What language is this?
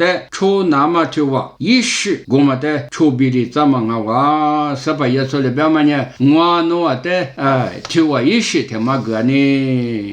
Lisu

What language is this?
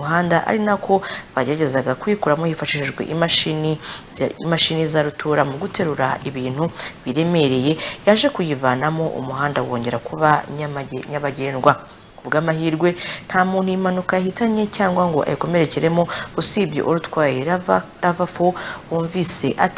Kinyarwanda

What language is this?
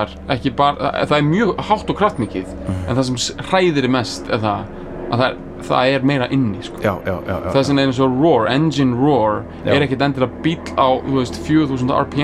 Icelandic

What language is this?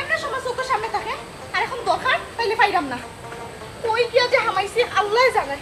Sylheti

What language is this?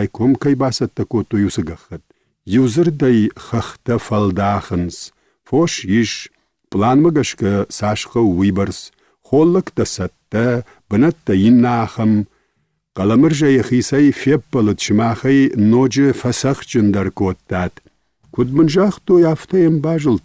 Ossetic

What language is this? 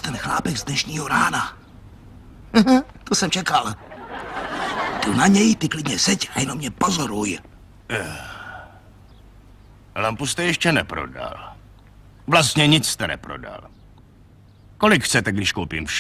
Czech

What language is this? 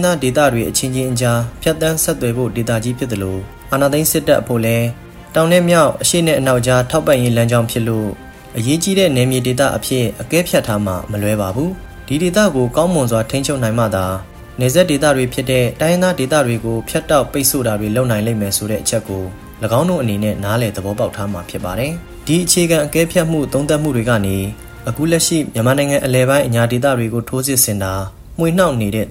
Burmese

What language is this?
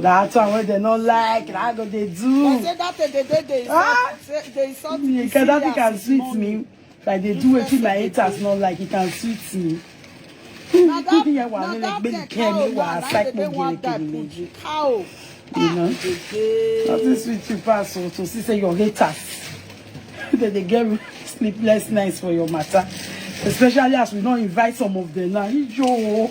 Nigerian Pidgin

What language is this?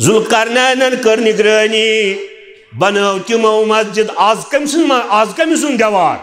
Kashmiri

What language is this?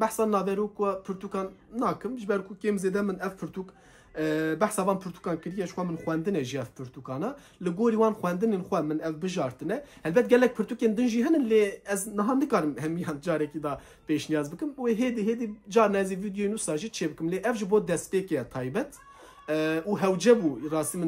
Kurdish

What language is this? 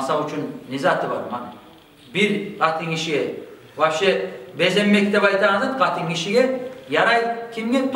Kumyk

